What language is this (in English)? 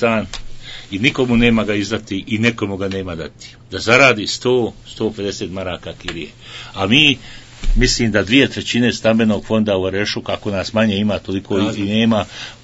Bosnian